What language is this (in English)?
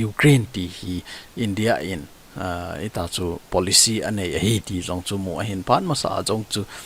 Thado Chin